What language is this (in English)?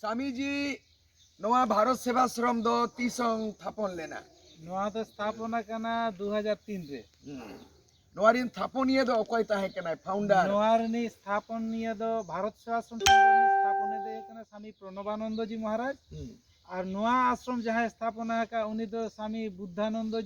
Santali